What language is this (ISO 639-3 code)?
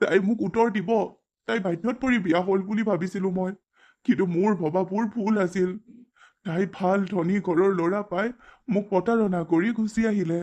asm